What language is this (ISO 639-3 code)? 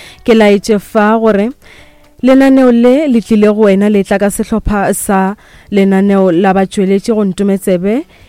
nso